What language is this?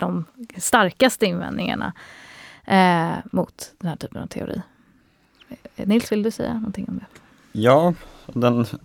Swedish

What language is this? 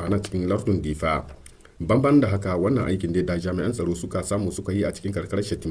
Hausa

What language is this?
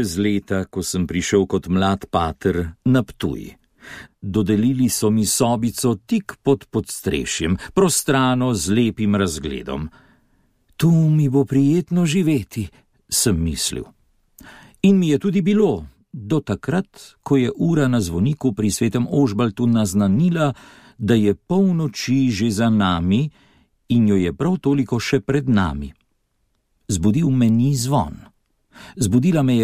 Slovenian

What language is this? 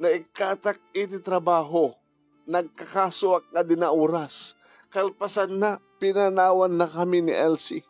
Iloko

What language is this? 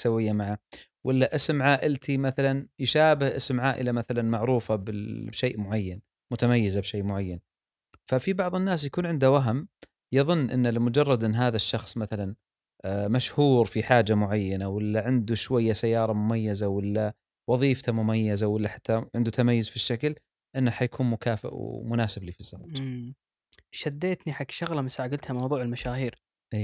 Gulf Arabic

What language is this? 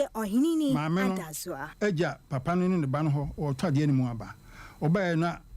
Akan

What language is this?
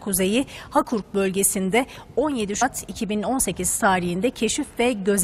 Turkish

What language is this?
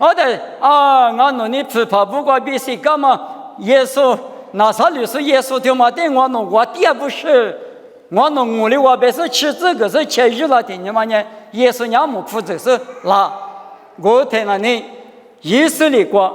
Lisu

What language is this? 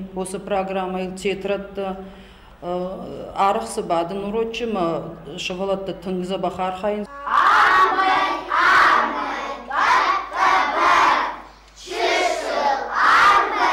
Ossetic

